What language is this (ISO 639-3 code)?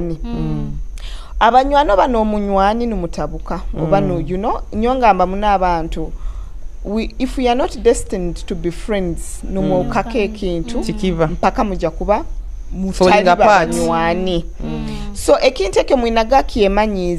nyo